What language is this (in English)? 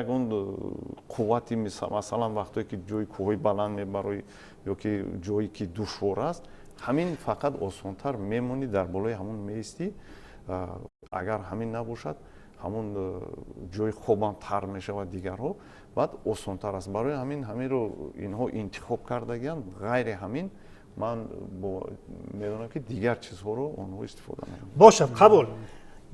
Tajik